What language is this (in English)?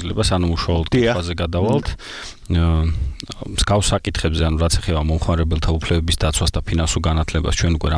Georgian